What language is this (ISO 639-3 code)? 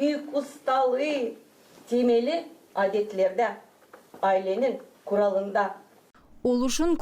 gag